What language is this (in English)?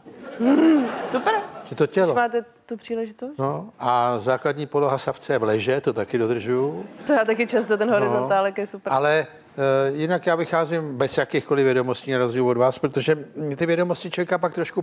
Czech